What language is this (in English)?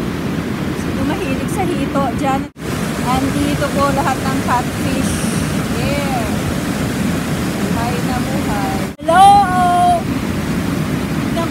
Filipino